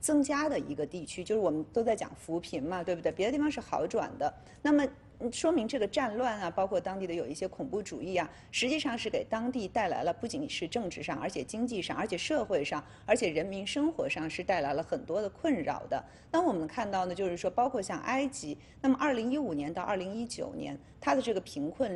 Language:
Chinese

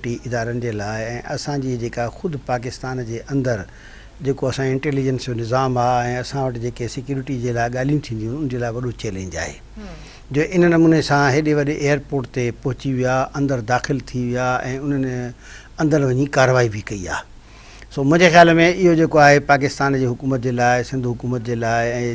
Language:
Sindhi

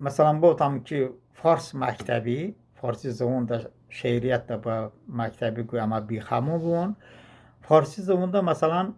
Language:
Talysh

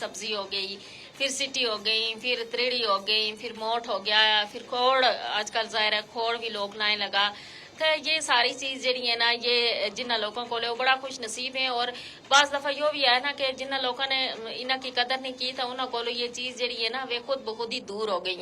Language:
Gujari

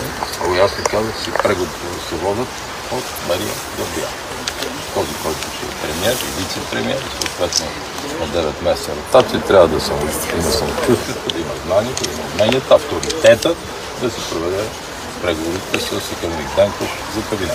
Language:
Bulgarian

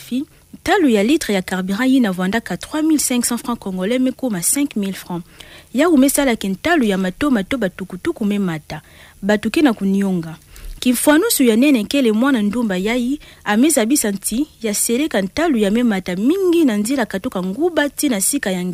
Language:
Kituba (Democratic Republic of Congo)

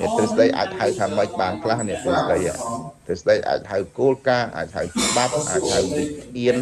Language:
Khmer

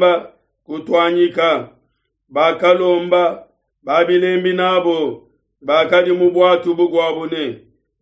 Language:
Luba-Lulua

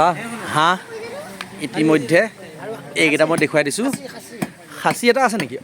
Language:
Assamese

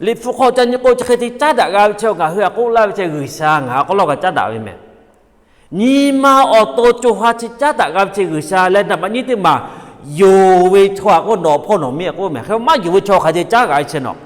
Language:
Lahu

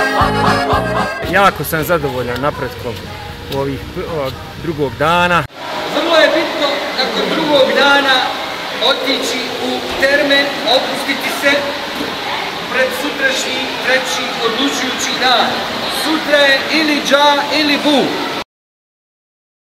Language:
Croatian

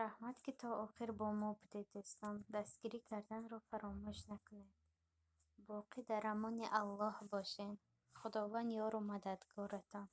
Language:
Tajik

